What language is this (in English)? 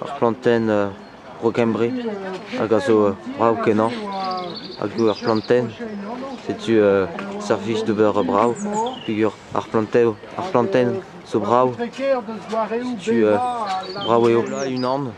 Breton